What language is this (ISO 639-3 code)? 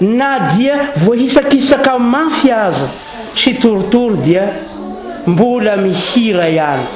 mlg